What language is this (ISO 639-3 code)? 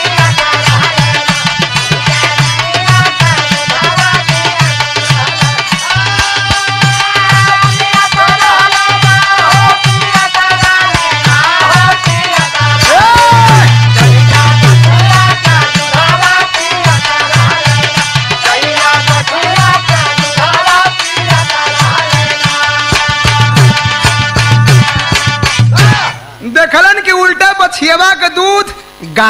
bho